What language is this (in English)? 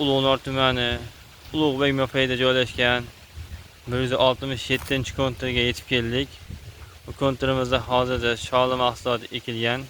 Uzbek